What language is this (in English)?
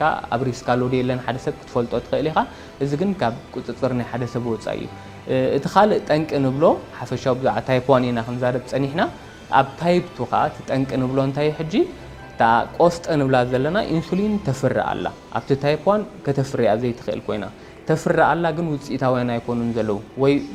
Tigrinya